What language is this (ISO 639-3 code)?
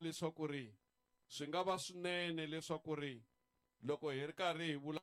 tso